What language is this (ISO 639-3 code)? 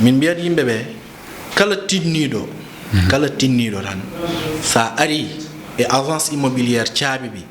ful